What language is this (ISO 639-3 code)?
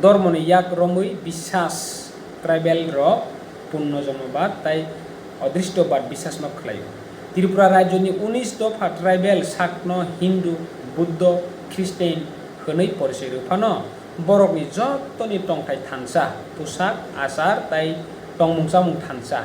trp